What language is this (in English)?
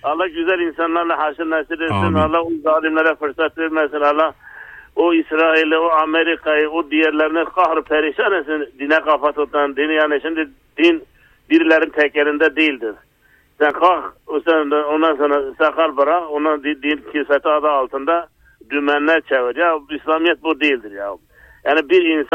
Turkish